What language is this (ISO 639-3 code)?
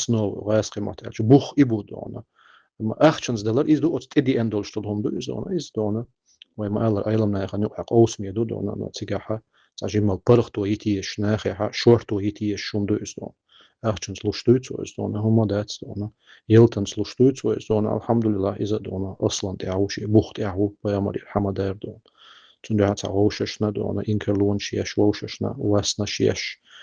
che